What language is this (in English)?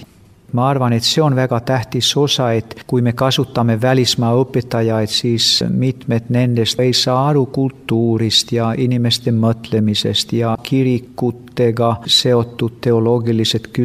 Estonian